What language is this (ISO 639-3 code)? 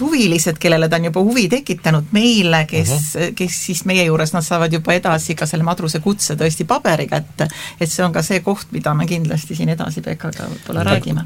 est